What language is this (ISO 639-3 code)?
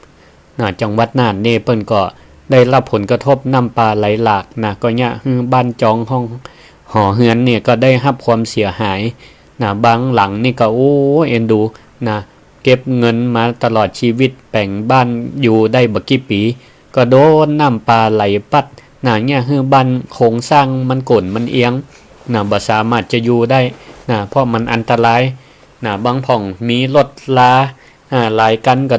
nod